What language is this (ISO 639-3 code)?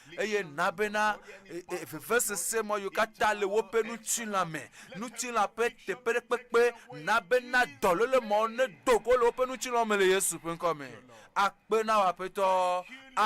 ewe